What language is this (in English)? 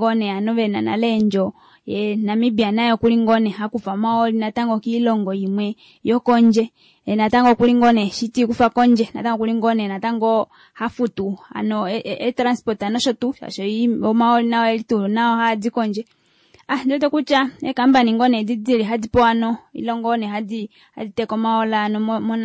Kuanyama